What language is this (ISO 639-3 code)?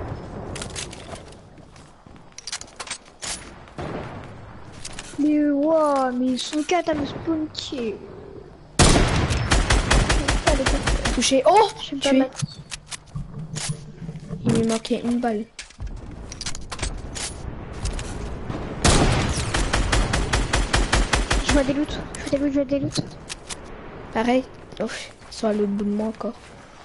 fra